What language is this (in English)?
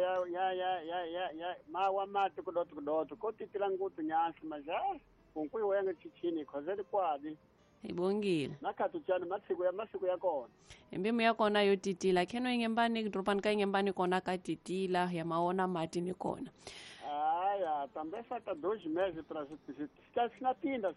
Tsonga